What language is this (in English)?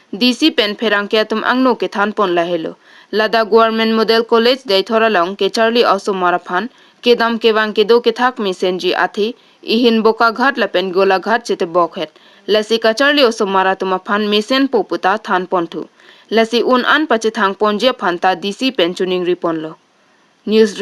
Karbi